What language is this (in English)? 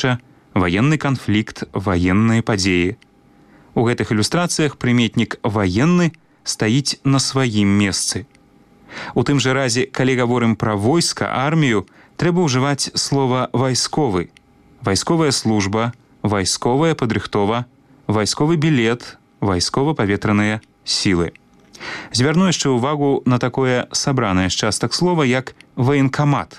Belarusian